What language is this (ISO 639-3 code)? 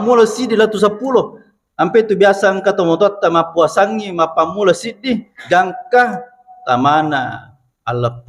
bug